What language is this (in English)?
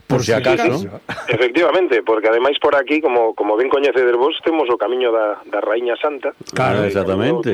Galician